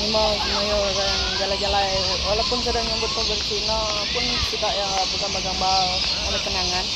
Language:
Iban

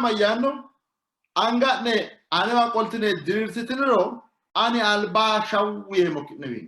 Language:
Sidamo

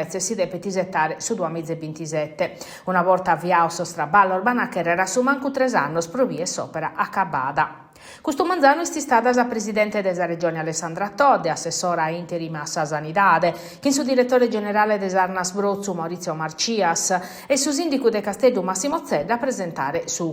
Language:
Sardinian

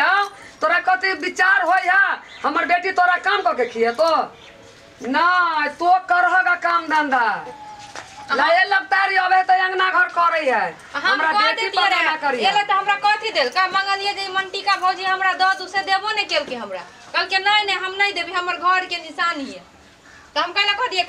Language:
Maithili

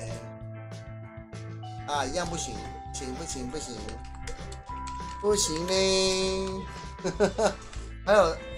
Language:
Chinese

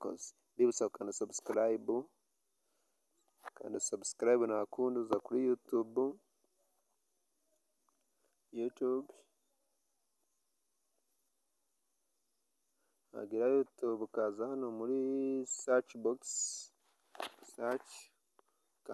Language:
Kinyarwanda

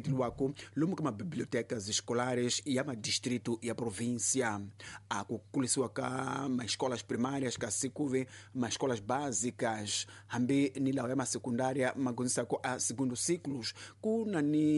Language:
Tsonga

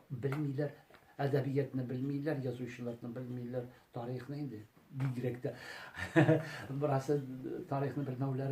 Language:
Tatar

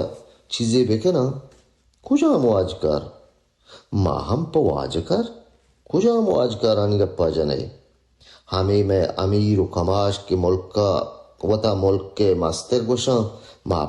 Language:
Baluchi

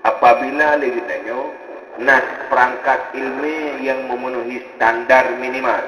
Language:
Achinese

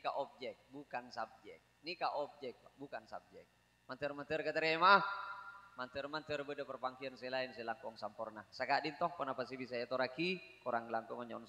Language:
Madurese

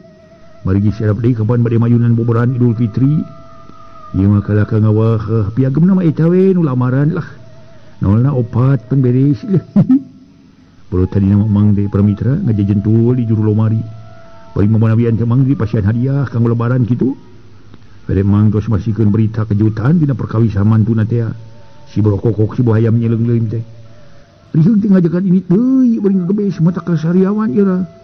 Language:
Sundanese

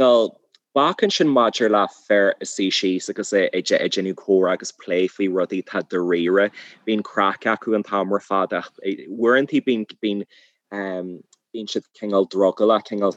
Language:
Irish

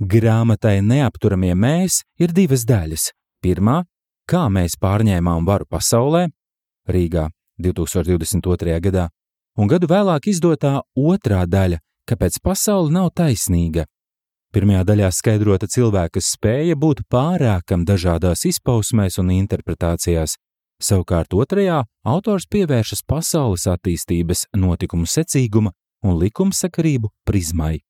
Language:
Latvian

